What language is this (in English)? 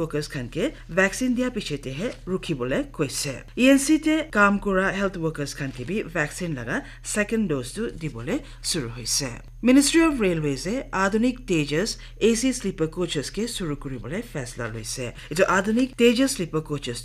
Naga Pidgin